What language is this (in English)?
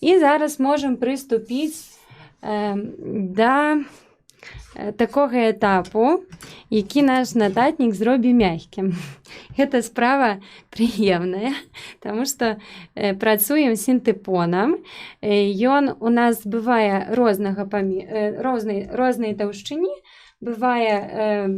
Belarusian